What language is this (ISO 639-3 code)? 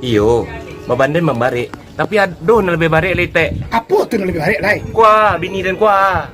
min